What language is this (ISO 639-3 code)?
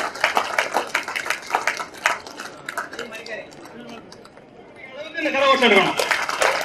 tam